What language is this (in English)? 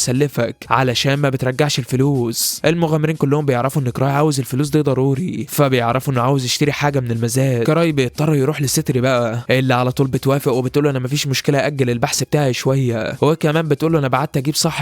Egyptian Arabic